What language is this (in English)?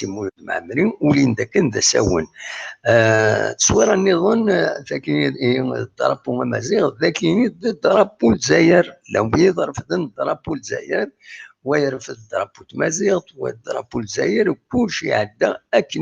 Kabyle